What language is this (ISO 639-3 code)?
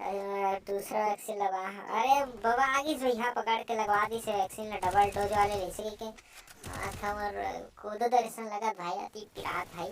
hne